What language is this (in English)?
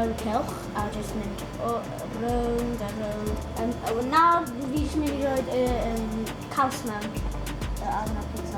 Welsh